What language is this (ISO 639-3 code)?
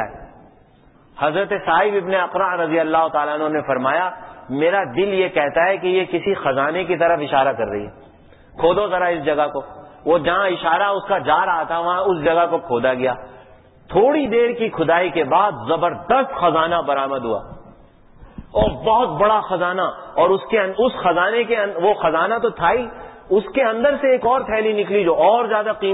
urd